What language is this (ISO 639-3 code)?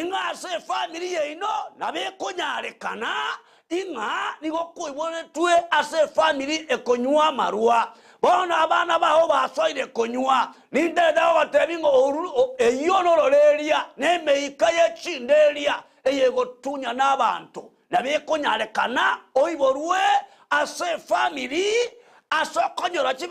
guz